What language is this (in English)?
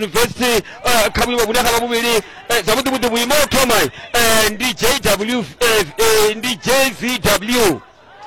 Venda